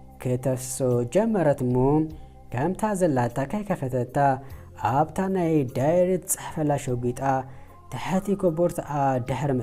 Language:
Tigrinya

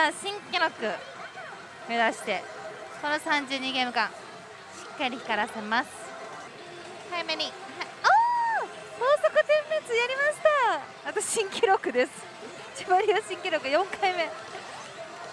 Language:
Japanese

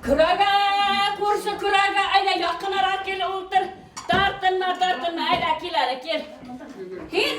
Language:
Bashkir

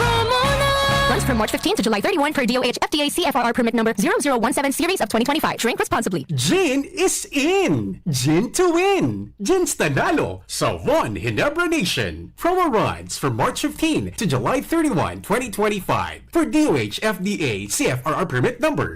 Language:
Bikol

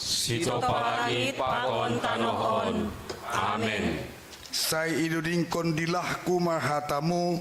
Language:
Batak Simalungun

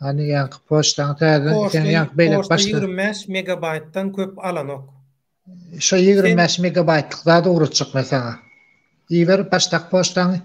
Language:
Turkmen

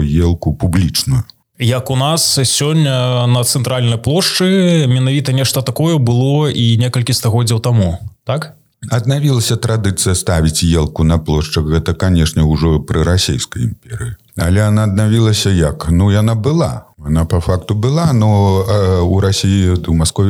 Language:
Belarusian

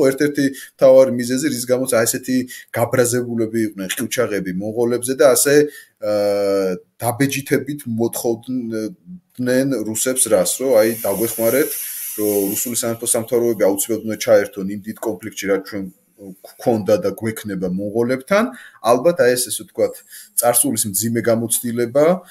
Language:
Georgian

